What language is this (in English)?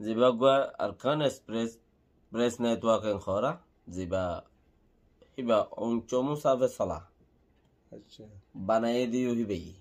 Rohingya